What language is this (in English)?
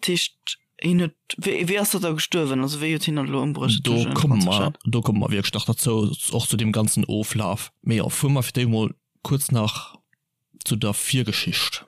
Luxembourgish